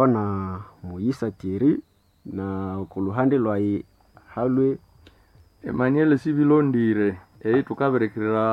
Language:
Nande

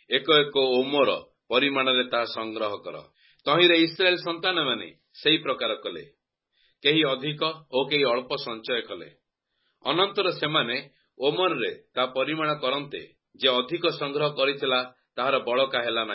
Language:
Odia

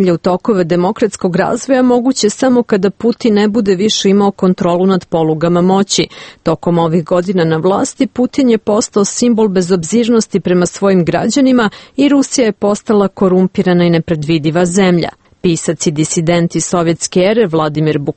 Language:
Serbian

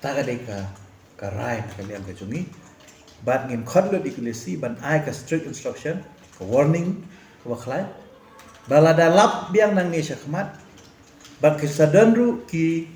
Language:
Khasi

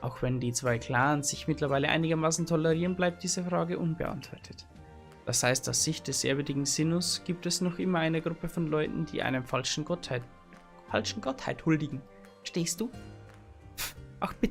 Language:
Bavarian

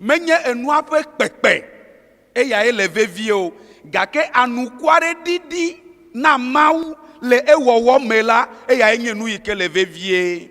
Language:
Ewe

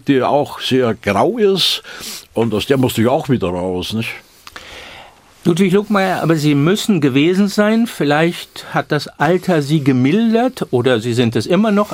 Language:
German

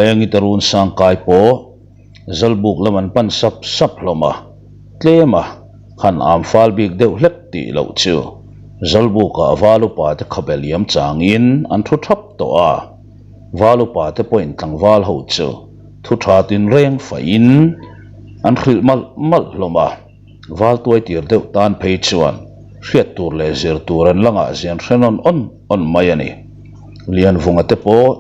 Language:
Mizo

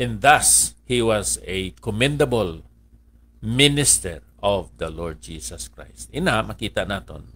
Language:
Hiligaynon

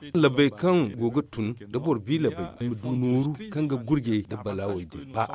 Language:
Zarma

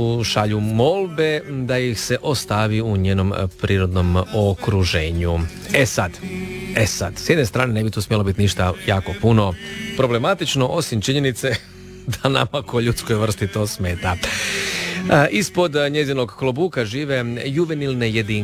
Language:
Croatian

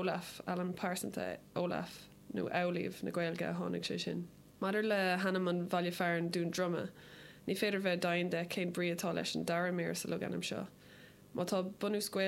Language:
Irish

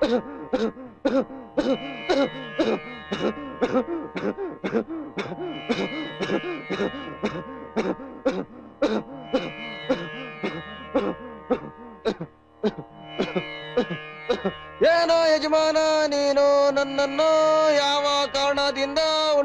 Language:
Kannada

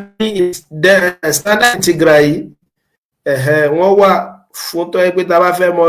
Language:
Yoruba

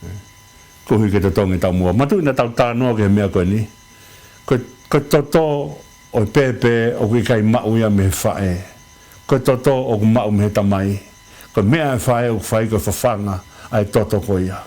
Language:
Tongan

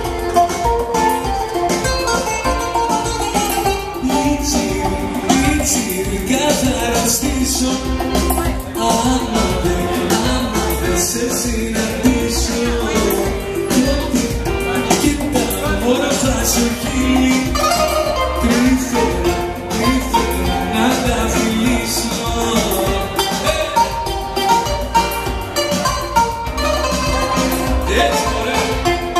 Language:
Greek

